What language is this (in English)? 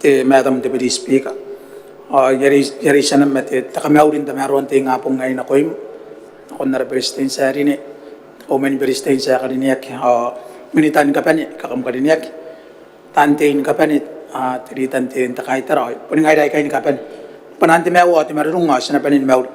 Gilbertese